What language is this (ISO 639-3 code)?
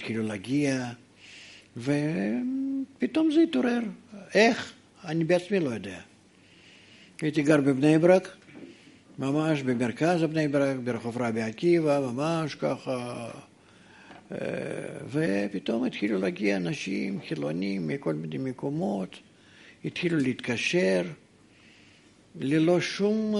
heb